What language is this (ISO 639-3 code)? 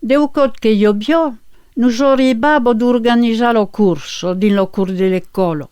oci